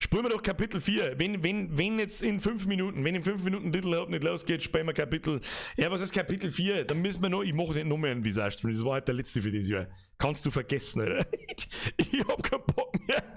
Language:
Bavarian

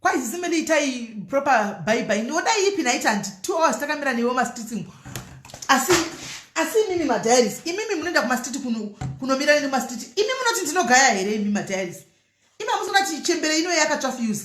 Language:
Shona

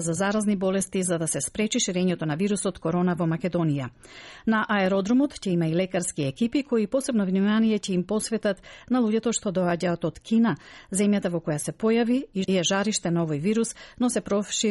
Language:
Macedonian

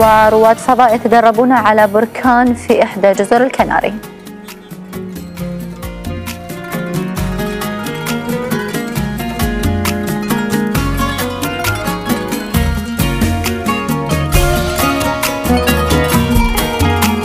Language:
Arabic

